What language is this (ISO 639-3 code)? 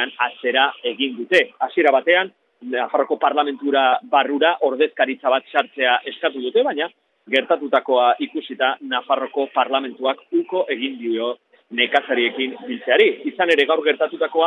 eus